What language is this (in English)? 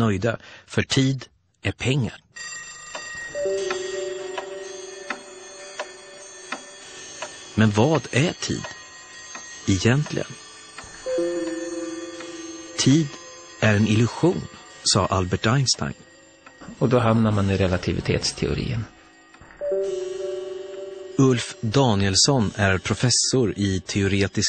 Swedish